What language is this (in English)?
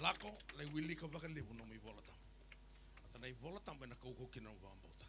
Fijian